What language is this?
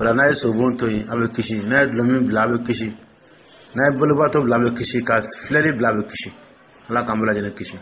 Dyula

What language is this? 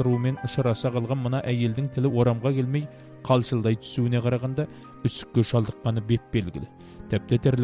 Kazakh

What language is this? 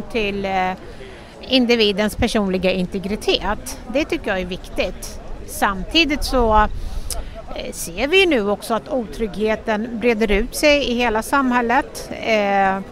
Swedish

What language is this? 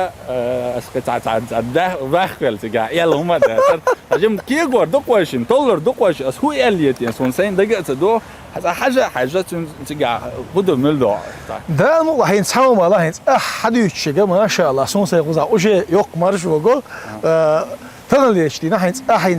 Chechen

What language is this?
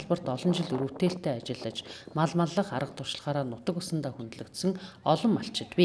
Mongolian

